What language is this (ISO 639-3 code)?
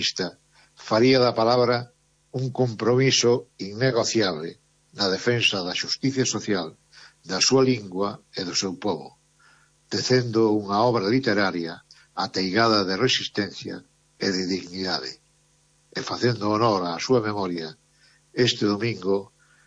glg